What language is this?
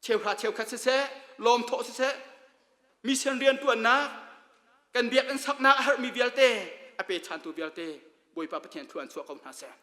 Hakha Chin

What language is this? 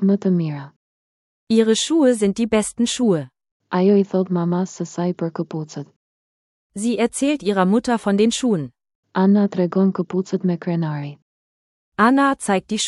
Albanian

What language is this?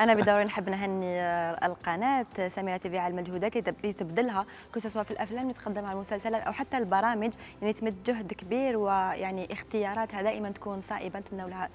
Algerian Arabic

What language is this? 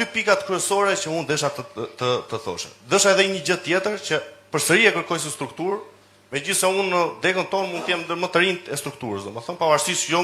Albanian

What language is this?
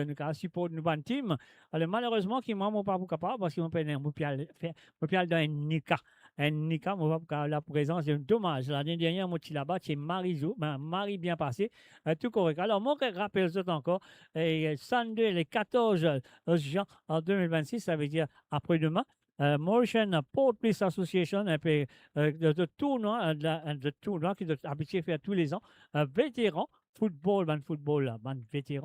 Morisyen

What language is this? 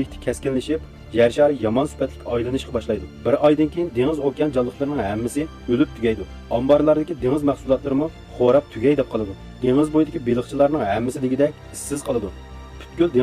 Uyghur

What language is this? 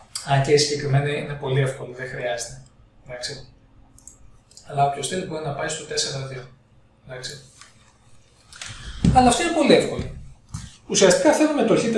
Greek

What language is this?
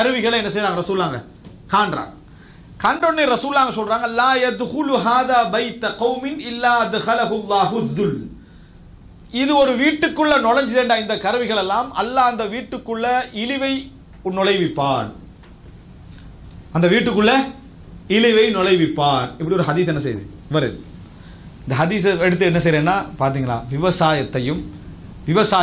Tamil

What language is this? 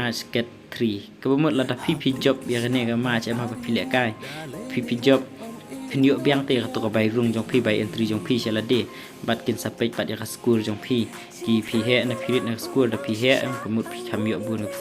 Khasi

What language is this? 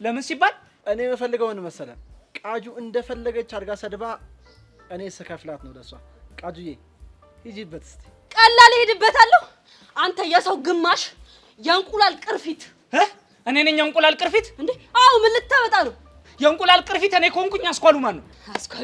Amharic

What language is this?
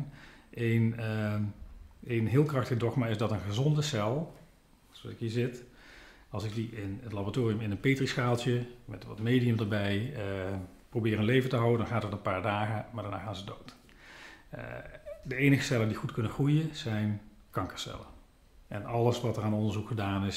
Dutch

